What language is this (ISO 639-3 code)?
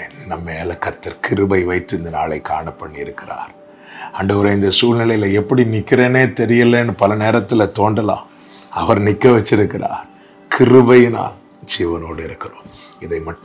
tam